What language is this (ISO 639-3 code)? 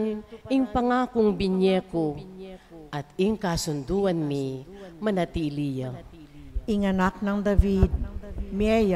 pam